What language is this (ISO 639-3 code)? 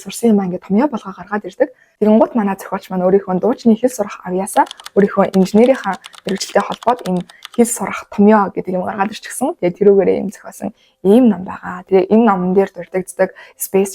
mon